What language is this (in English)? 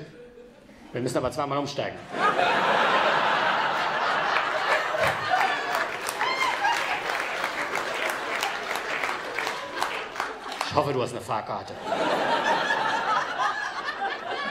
German